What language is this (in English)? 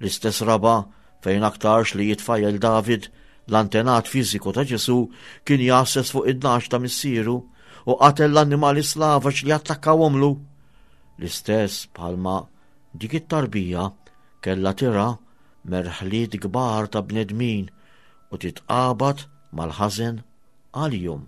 Maltese